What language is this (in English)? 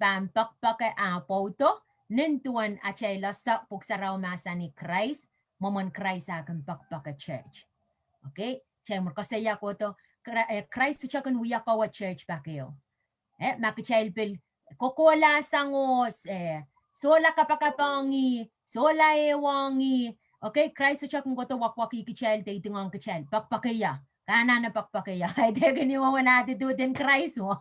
Pohnpeian